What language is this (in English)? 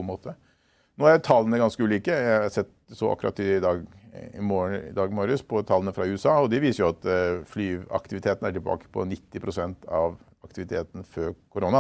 Norwegian